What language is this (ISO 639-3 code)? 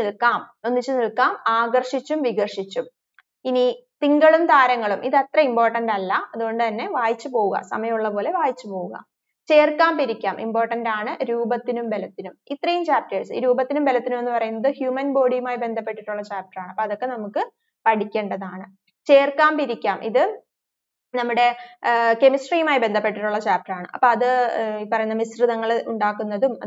mal